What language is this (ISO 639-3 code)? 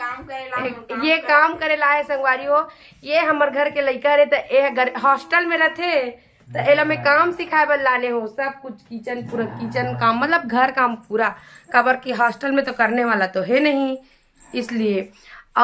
hne